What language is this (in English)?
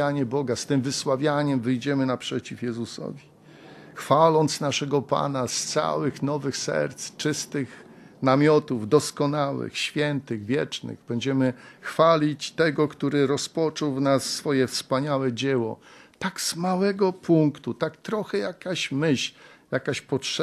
Polish